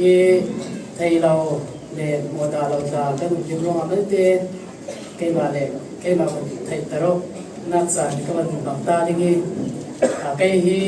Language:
Falam Chin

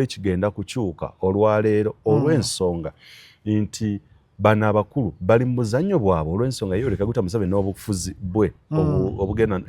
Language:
Ganda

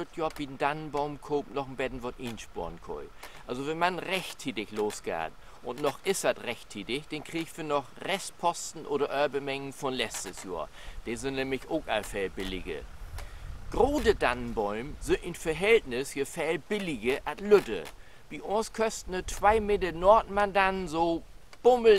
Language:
Low German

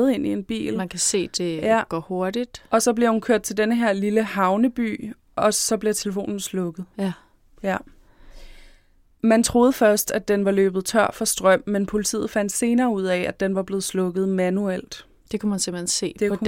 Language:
Danish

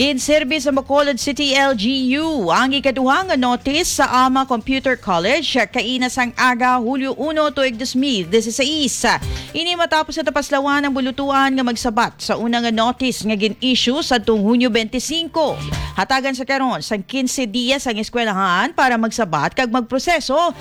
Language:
Hiligaynon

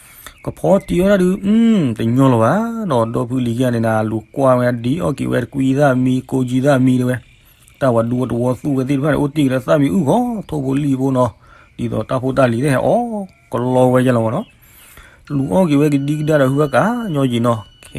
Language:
S'gaw Karen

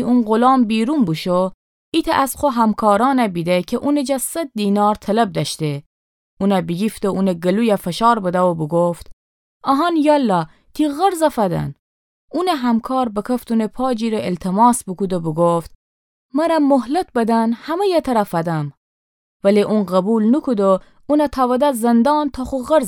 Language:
Gilaki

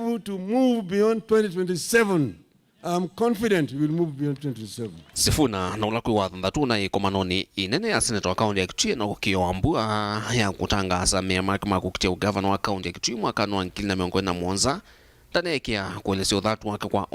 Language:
Kamba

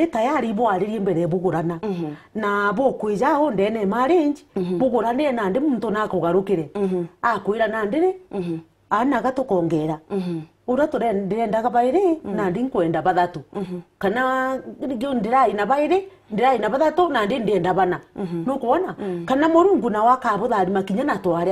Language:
Meru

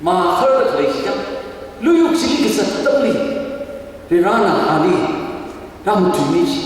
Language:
Tangkhul Naga (India)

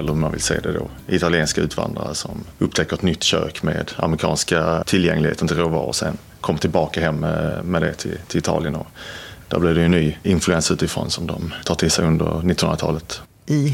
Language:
Swedish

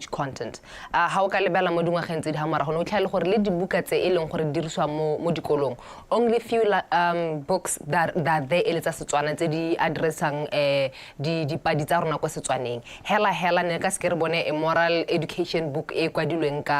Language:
Tswana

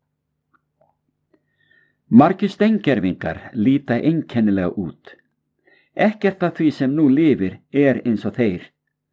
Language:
Icelandic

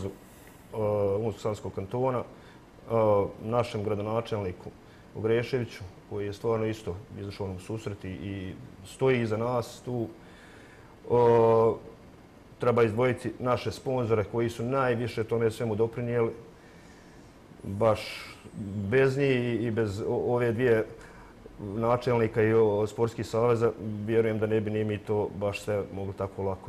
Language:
Bosnian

